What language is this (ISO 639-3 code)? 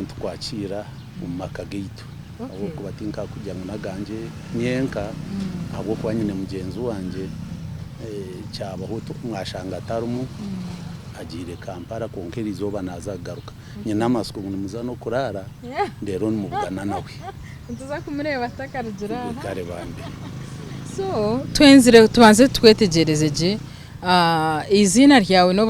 nyn